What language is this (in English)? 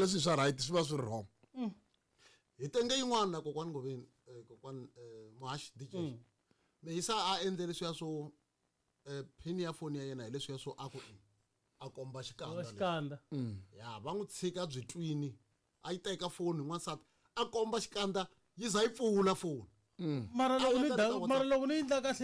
Tsonga